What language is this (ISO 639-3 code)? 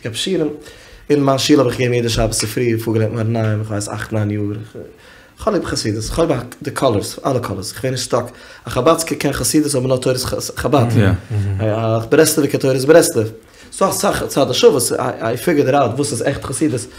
yid